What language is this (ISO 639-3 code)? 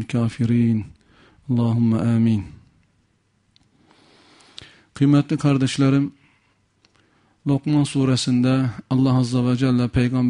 tur